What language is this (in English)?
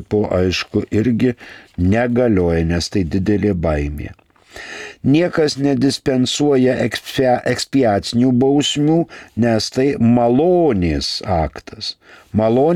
Lithuanian